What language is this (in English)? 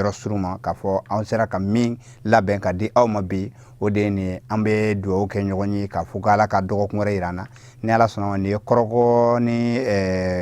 Bambara